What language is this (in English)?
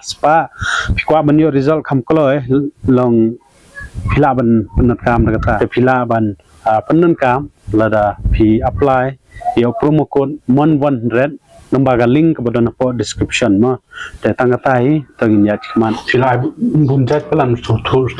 Khasi